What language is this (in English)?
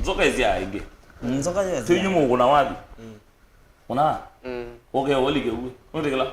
Kamba